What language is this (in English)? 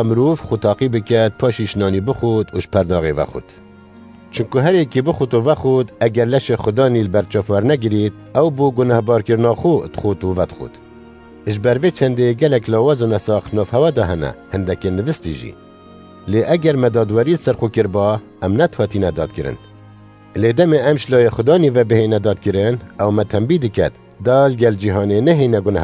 Kurdish